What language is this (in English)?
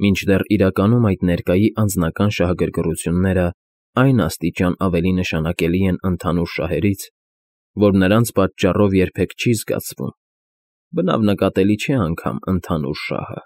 Armenian